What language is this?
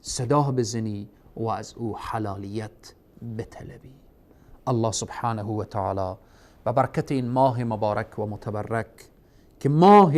Persian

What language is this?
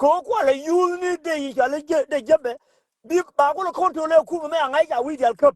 Nuer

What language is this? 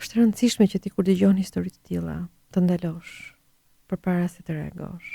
Albanian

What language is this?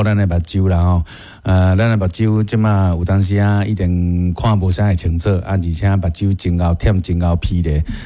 Min Nan Chinese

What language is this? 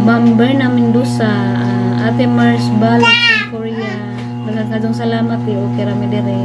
Cebuano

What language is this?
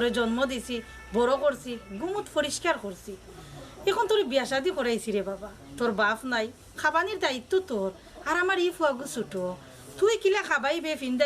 Sylheti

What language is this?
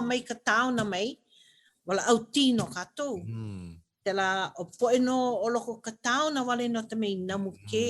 Hawaiian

